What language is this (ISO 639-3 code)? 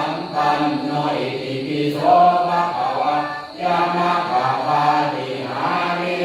pli